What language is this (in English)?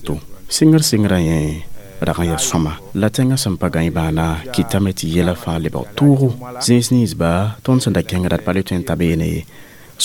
Mossi